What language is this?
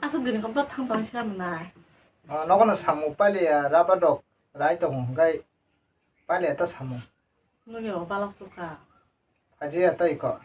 Kok Borok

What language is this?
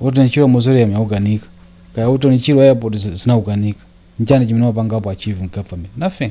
Nyanja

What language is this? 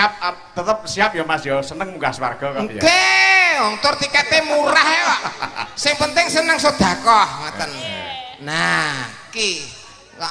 Javanese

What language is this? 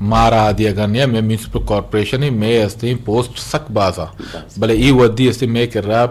Eastern Balochi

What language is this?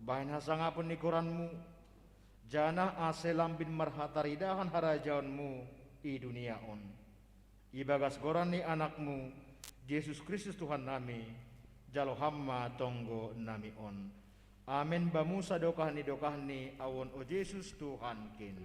Batak Simalungun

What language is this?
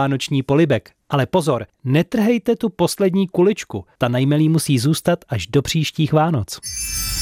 Czech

